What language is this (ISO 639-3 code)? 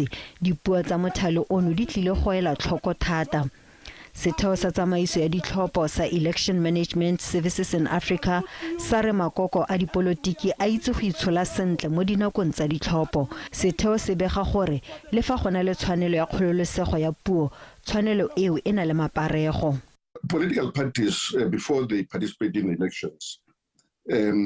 tsn